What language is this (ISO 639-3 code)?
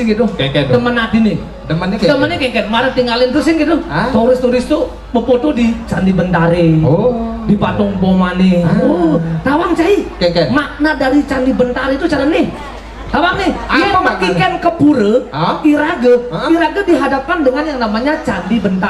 ban